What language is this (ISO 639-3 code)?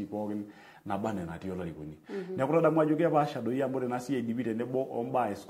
mas